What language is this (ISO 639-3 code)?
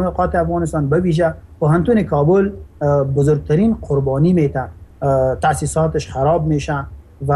fas